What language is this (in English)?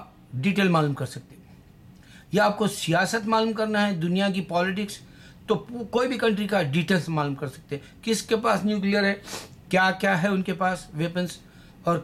Urdu